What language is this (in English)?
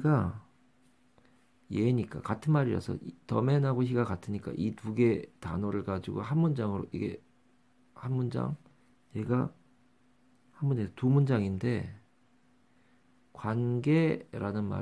Korean